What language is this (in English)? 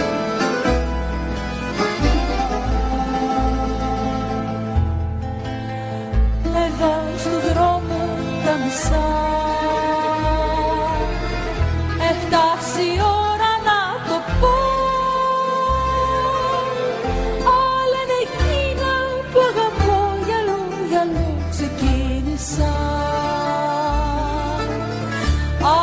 Greek